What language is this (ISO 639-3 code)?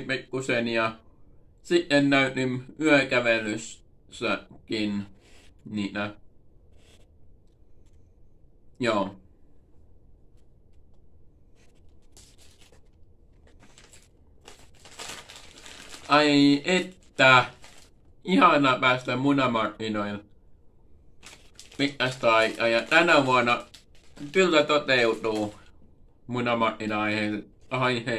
fin